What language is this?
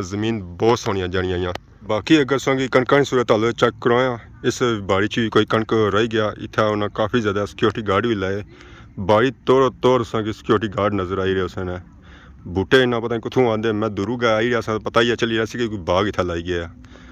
Pahari-Potwari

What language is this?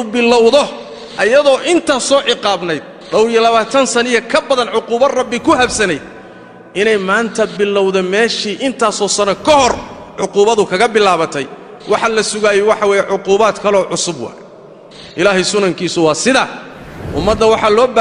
Somali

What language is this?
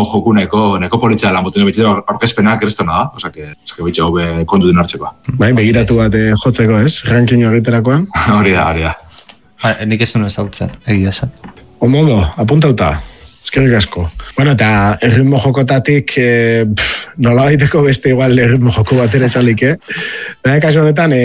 Basque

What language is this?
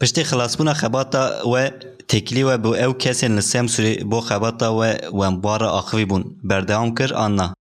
Kurdish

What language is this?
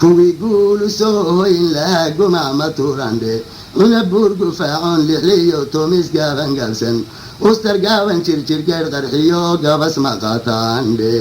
Somali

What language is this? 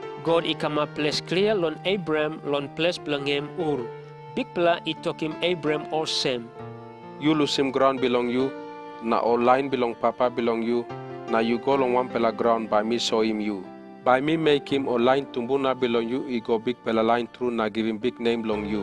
Tok Pisin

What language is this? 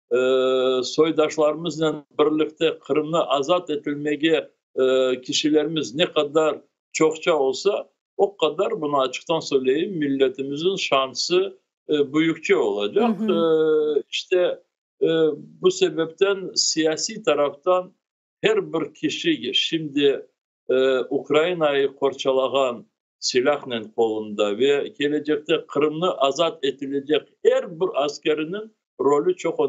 Crimean Tatar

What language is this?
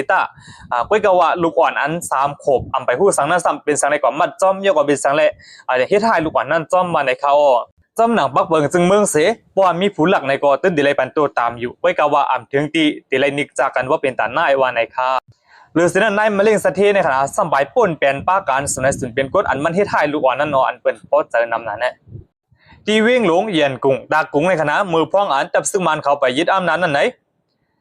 Shan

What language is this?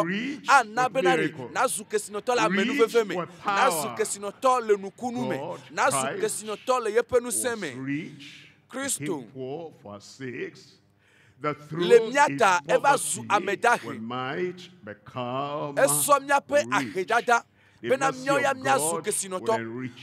Ewe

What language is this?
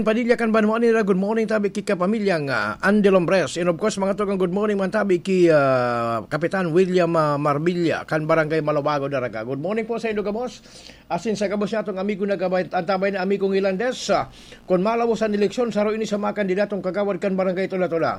Bikol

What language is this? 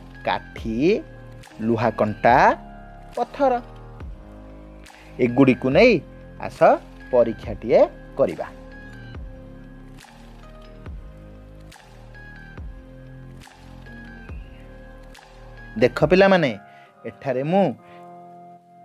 Odia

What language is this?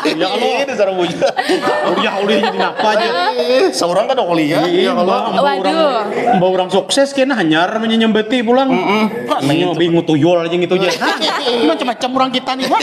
Banjar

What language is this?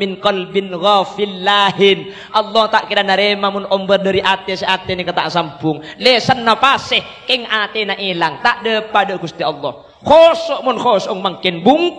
Madurese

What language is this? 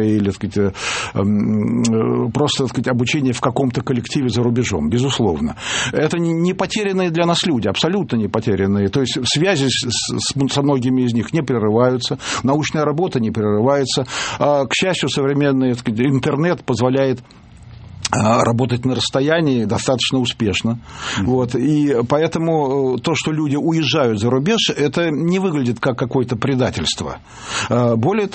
Russian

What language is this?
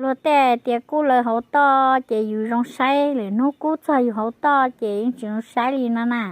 Hmong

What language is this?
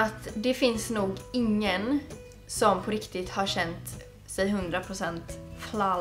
Swedish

